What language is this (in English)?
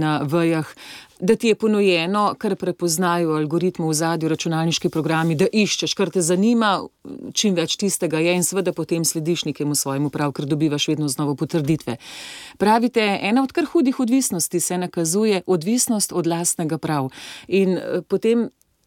Slovenian